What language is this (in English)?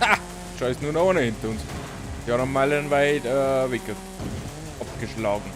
Bavarian